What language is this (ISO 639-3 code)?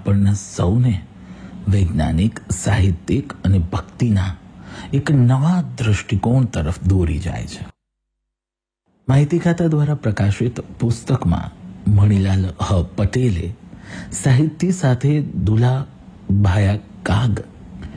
guj